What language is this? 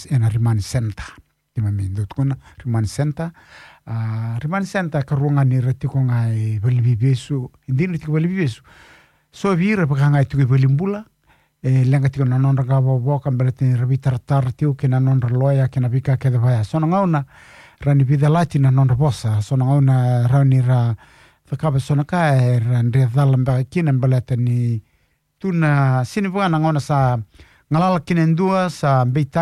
Fijian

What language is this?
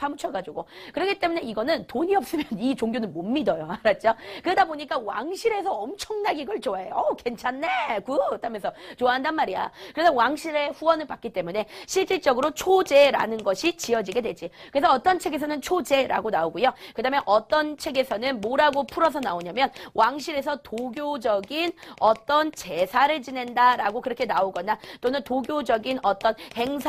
Korean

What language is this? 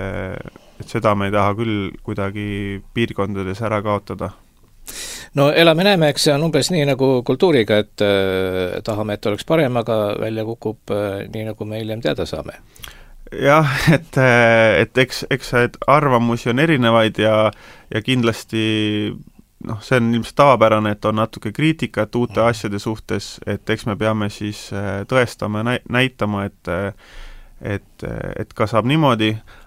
Estonian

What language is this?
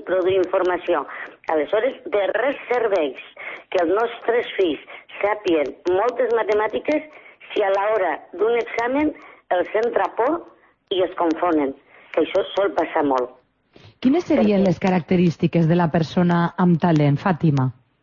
Catalan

